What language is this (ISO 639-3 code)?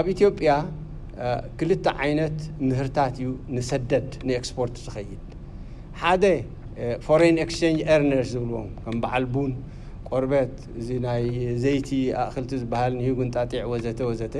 tir